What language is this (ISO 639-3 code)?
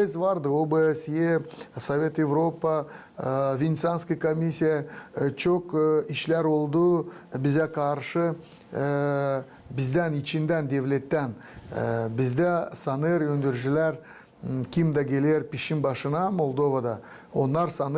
gag